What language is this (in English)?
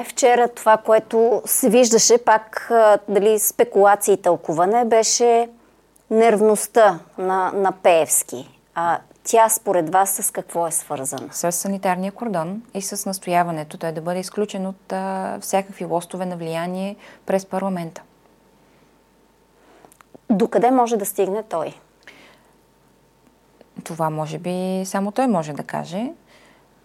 Bulgarian